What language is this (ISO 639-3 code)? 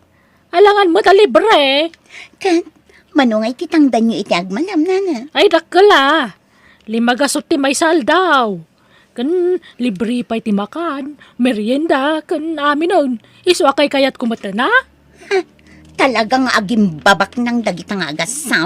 ilo